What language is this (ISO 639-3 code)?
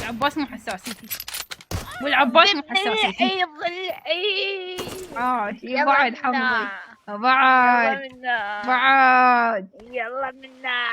acm